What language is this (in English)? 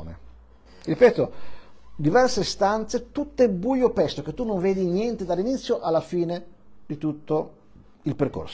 Italian